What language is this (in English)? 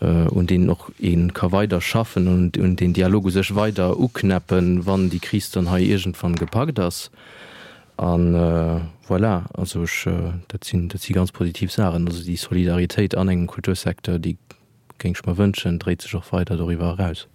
Luxembourgish